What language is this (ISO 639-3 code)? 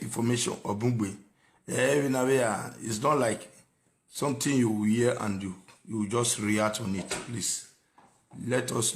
pcm